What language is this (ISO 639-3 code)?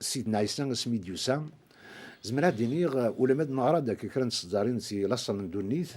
kab